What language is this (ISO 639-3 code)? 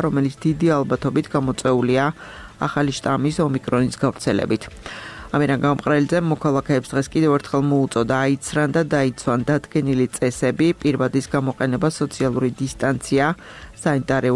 kat